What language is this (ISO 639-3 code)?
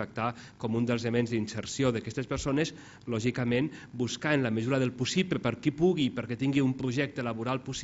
cat